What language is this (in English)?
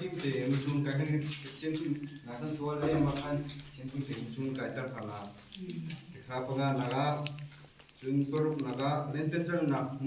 Hakha Chin